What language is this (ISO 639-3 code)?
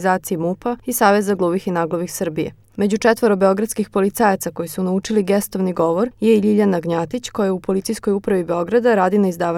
srp